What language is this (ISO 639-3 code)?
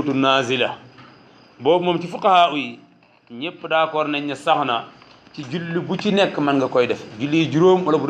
wol